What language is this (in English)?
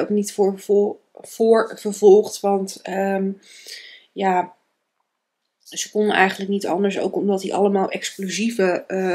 Dutch